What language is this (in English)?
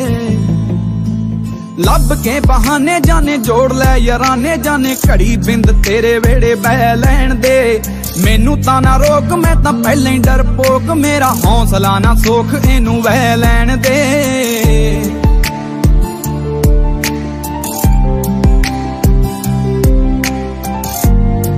Punjabi